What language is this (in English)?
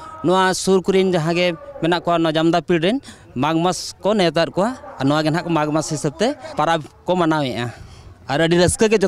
Santali